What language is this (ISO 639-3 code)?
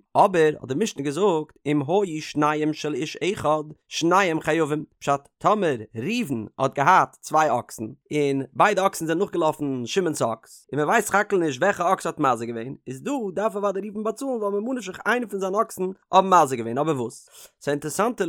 yid